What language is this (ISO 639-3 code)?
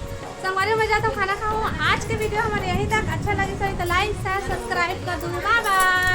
hne